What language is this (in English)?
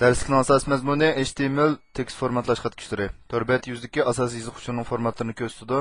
Uyghur